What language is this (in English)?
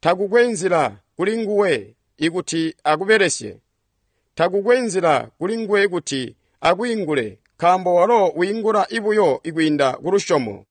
Tonga (Zambia)